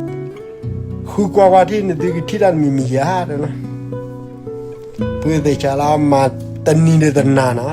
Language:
S'gaw Karen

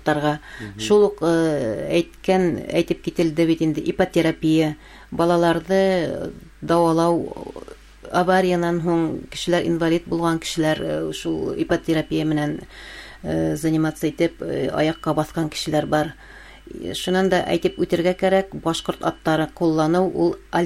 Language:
Bashkir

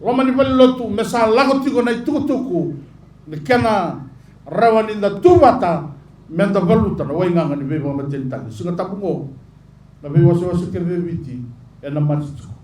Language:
Fijian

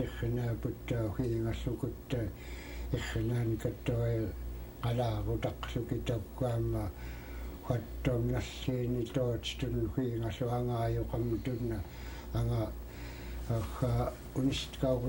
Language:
Central Yupik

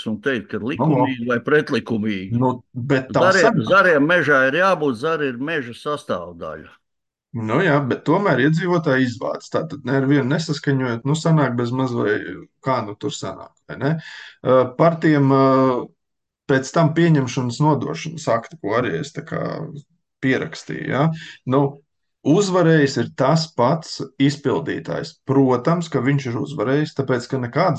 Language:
Latvian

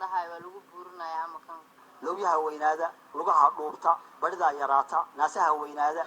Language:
Somali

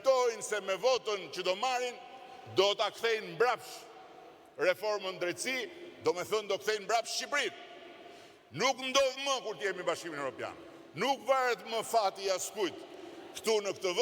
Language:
Albanian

